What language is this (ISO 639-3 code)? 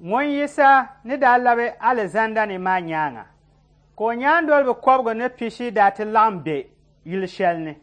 dag